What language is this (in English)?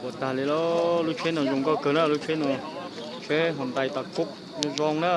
Hmong